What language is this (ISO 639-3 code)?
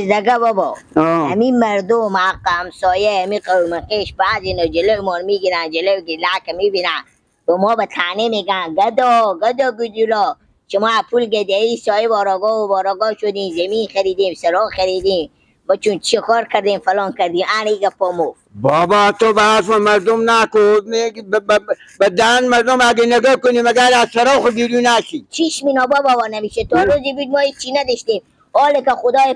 fas